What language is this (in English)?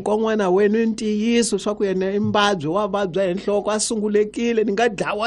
Tsonga